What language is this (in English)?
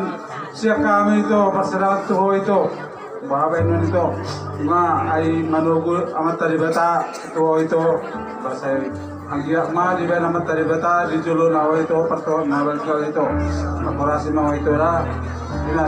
Batak Toba